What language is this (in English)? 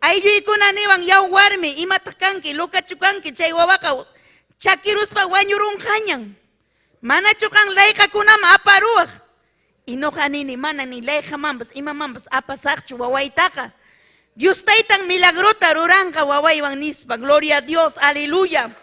Ayacucho Quechua